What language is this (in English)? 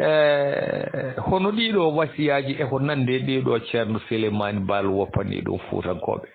Fula